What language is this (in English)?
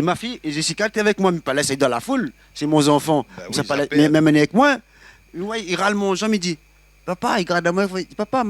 Réunion Creole French